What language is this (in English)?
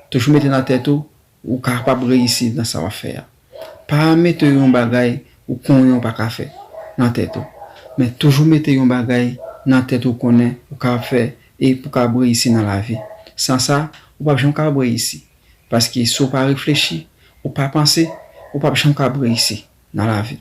Haitian Creole